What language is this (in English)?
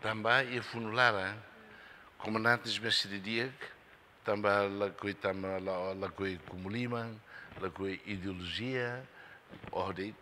Tetum